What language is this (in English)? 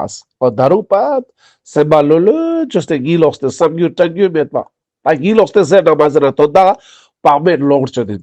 Ladakhi